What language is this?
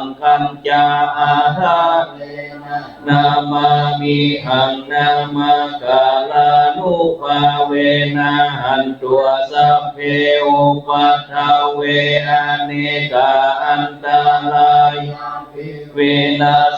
Pali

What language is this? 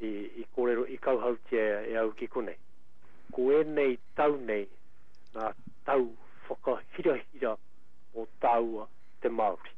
Māori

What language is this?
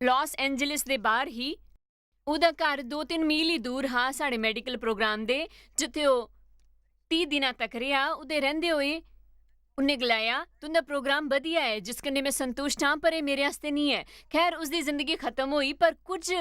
Dogri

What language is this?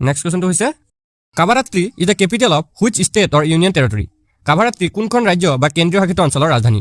Assamese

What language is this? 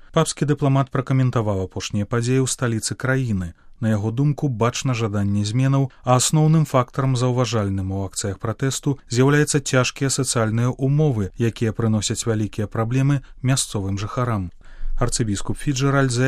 Belarusian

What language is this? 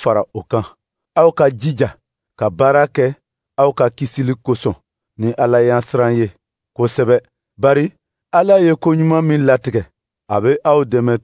Dyula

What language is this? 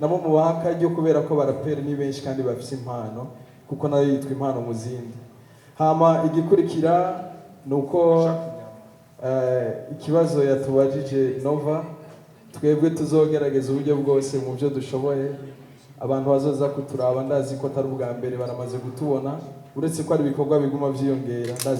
Rundi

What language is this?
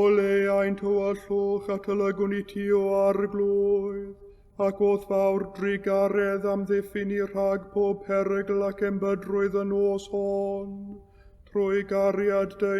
Welsh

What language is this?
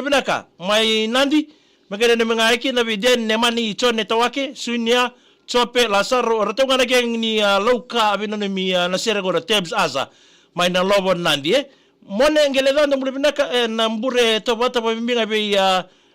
Fijian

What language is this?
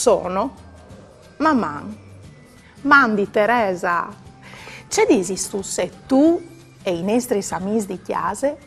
Friulian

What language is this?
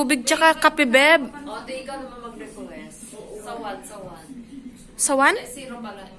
Filipino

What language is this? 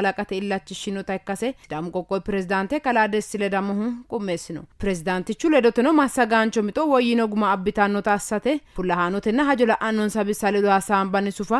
Sidamo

